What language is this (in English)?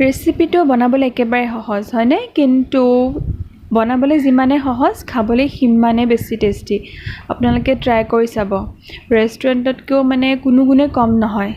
Assamese